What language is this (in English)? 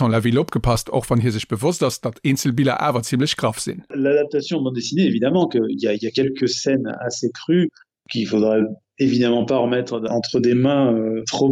Luxembourgish